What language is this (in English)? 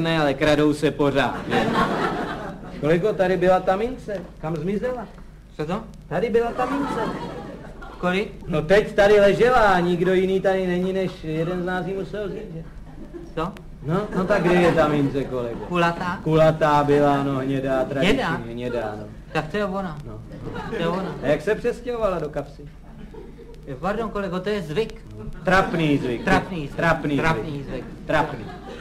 Czech